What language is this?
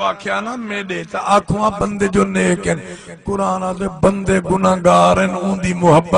Saraiki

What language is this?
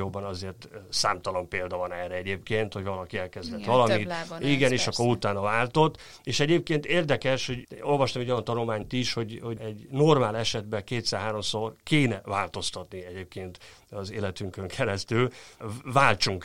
Hungarian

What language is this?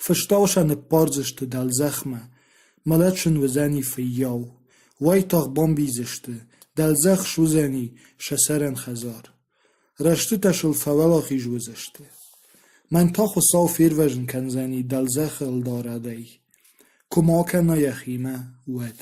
Ossetic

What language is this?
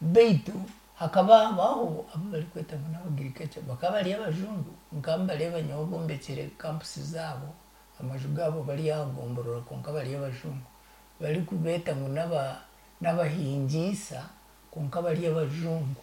Nyankole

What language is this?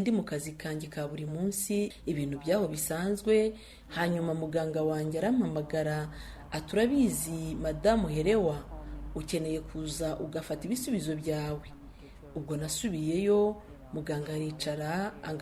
Kinyarwanda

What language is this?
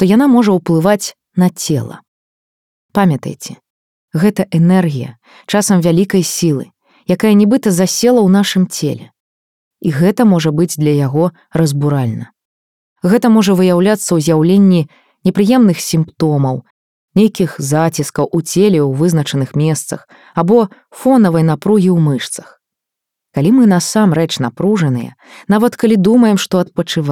Belarusian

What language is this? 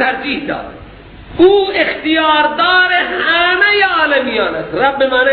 Persian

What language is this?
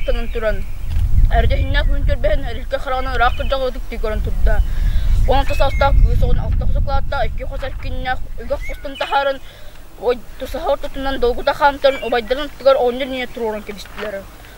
Yakut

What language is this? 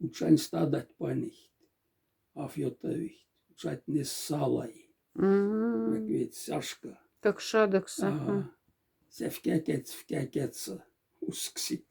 Moksha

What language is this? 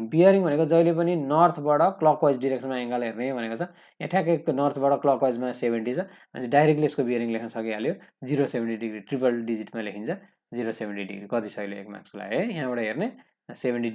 Nepali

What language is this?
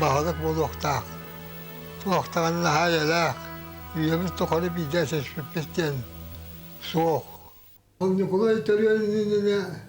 Yakut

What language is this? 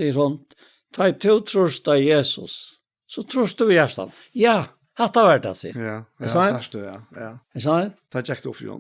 Faroese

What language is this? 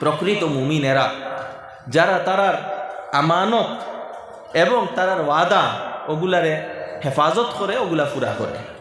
Sylheti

